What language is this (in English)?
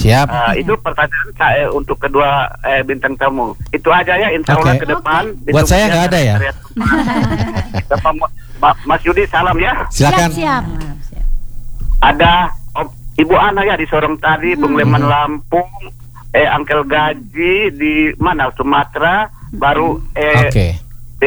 Indonesian